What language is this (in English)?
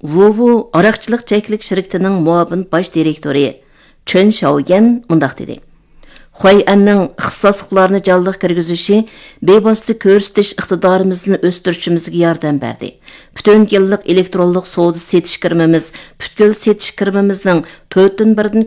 Uyghur